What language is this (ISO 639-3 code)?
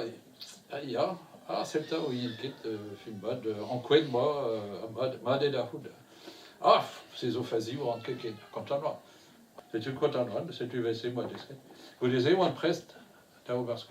bre